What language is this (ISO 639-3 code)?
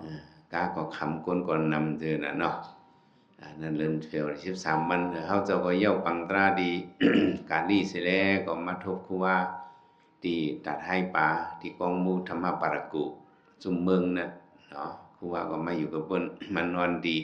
shn